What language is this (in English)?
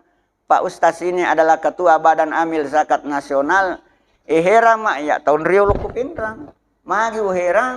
Buginese